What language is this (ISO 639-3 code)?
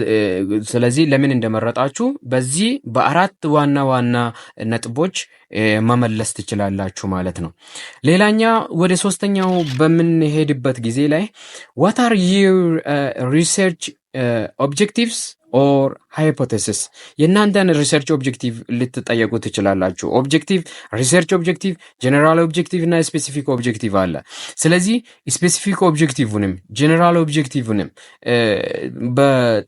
amh